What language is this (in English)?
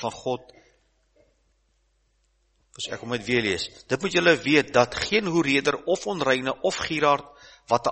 Afrikaans